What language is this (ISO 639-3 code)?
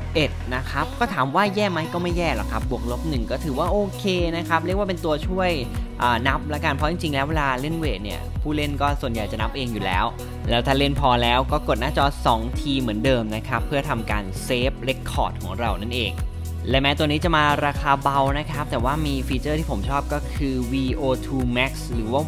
tha